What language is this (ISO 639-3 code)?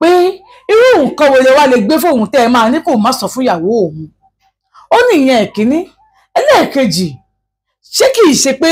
yor